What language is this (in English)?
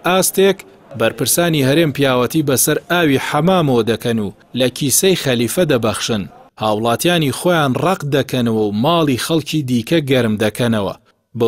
Central Kurdish